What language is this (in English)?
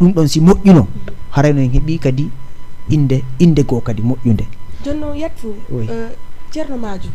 Fula